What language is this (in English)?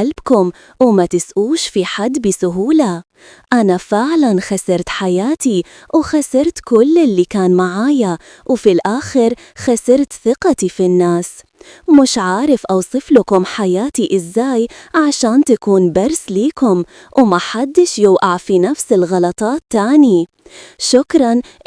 Egyptian Arabic